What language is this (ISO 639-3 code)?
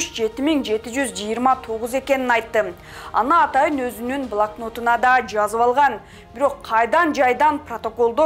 kir